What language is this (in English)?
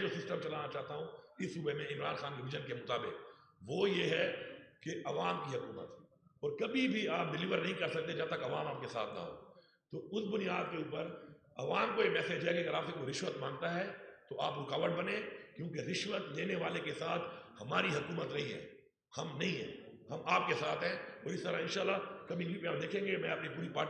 Urdu